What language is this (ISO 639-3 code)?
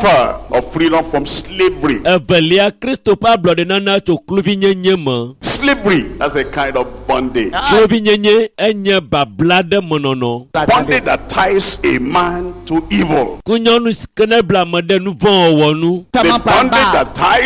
ewe